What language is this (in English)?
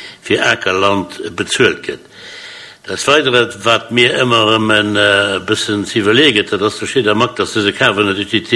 Luxembourgish